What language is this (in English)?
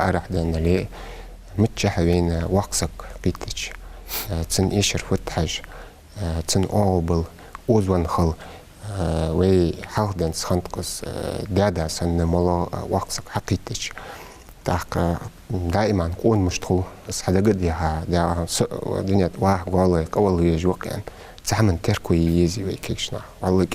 Ingush